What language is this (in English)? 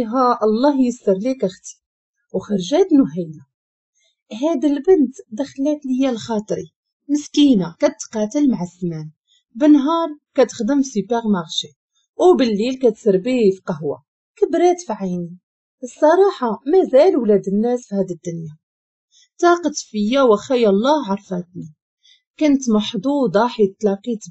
Moroccan Arabic